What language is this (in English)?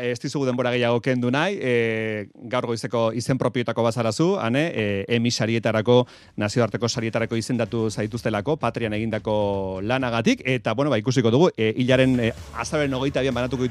Basque